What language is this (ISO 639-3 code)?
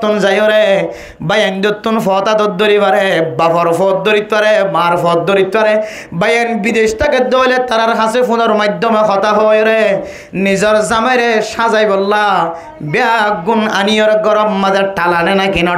rhg